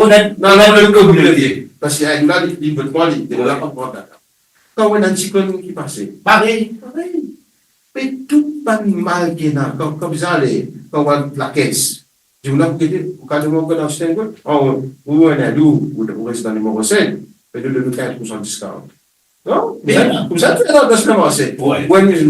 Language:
Morisyen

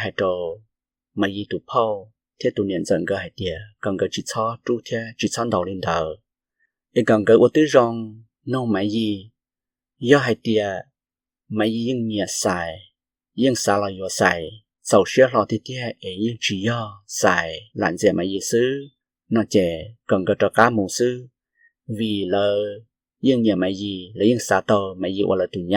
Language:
Hmong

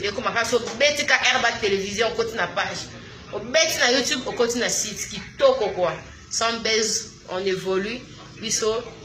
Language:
Lingala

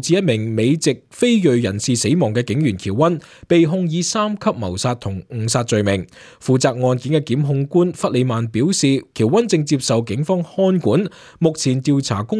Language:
Cantonese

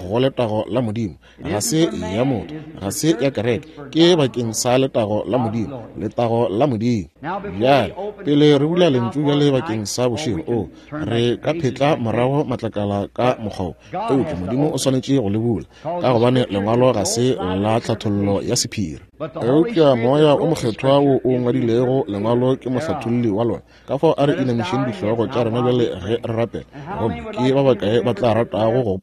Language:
Northern Sotho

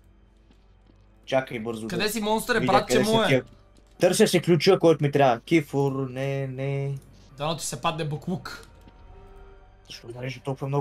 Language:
Bulgarian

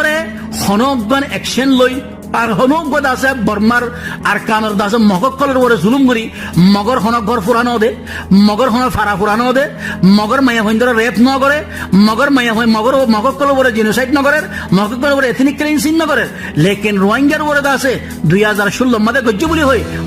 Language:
Rohingya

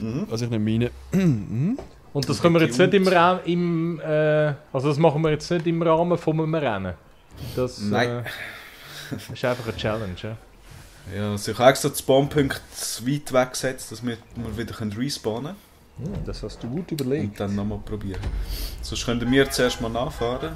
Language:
Swiss German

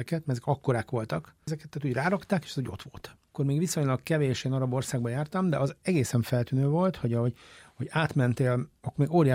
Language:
Hungarian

